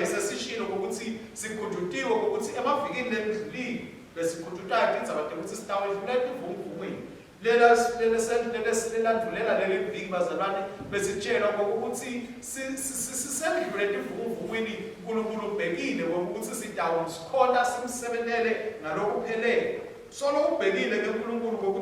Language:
Swati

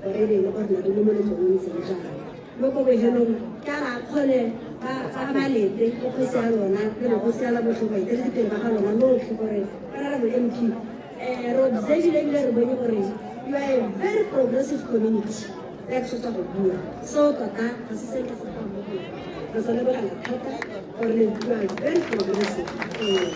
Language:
Tswana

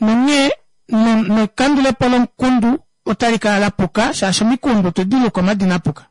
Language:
Kuanyama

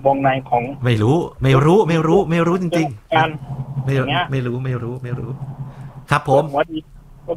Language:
Thai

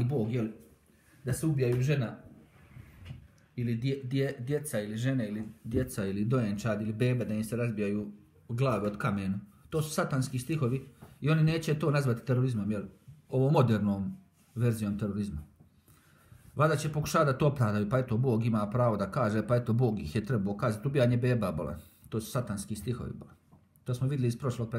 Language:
Bosnian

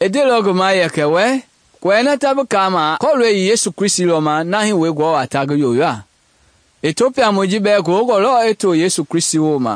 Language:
Mende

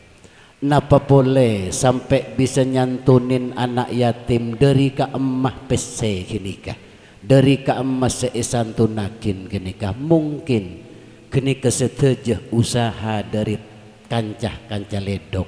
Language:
Madurese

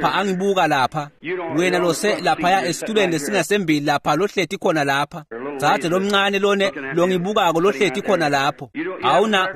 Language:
Swati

